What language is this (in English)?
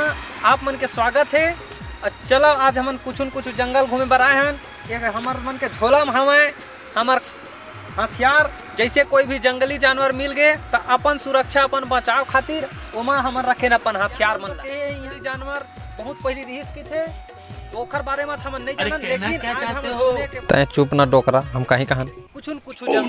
Chhattisgarhi